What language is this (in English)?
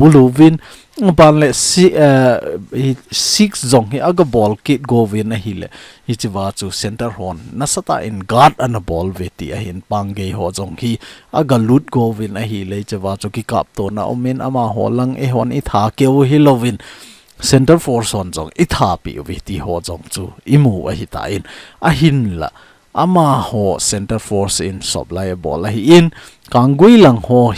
Thado Chin